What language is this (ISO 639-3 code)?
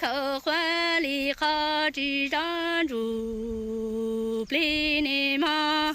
hmn